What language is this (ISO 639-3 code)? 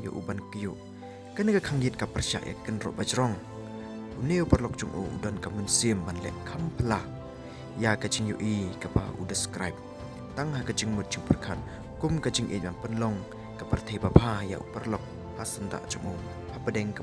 kha